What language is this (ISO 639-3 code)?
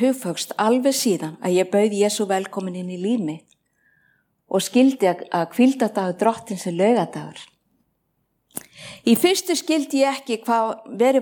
isl